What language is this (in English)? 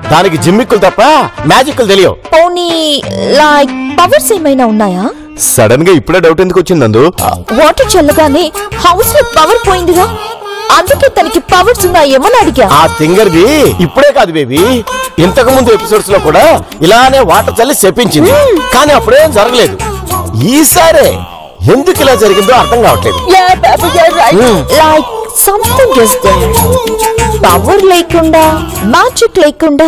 Telugu